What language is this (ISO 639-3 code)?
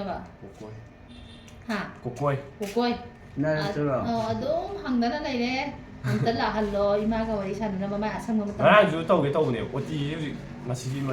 mni